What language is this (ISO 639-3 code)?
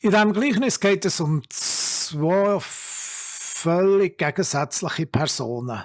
gsw